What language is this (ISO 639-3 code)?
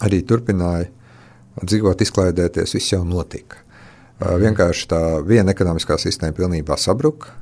lav